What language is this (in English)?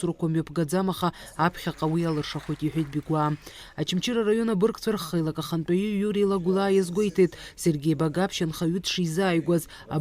Abkhazian